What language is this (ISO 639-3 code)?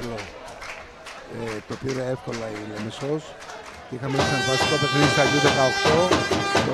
ell